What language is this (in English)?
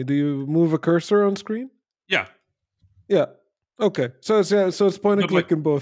English